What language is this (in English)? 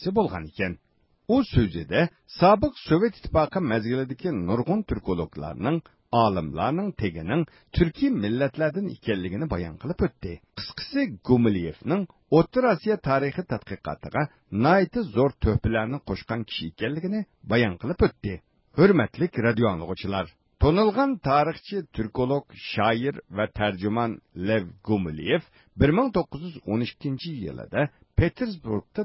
Uyghur